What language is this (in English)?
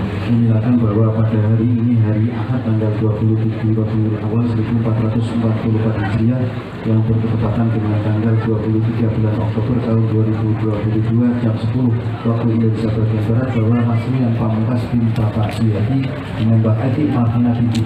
Indonesian